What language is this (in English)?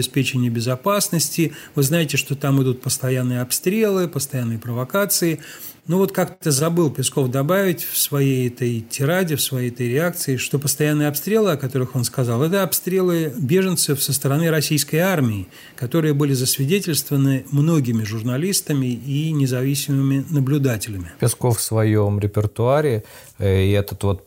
Russian